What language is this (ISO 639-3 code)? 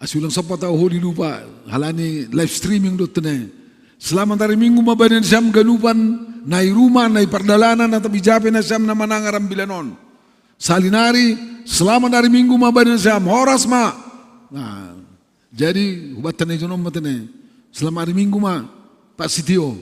bts